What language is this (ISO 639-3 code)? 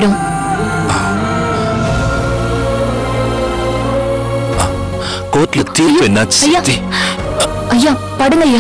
tam